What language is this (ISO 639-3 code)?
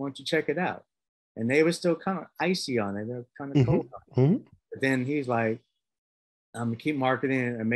eng